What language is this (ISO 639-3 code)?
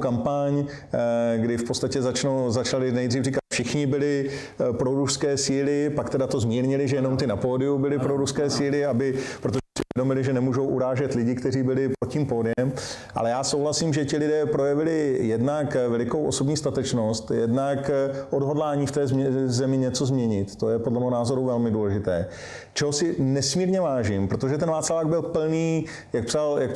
ces